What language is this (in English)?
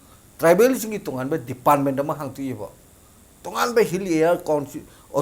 Manipuri